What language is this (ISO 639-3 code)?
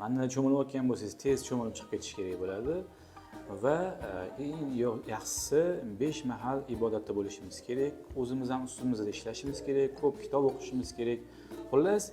uzb